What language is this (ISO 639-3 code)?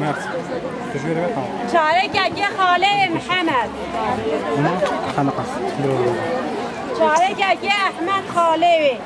kur